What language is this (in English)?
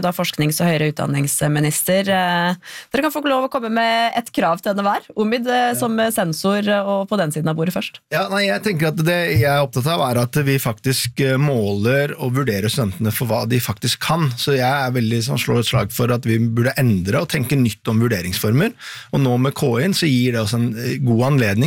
Norwegian